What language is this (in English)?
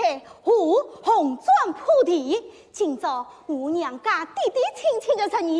Wu Chinese